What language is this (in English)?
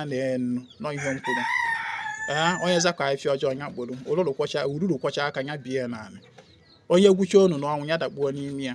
Igbo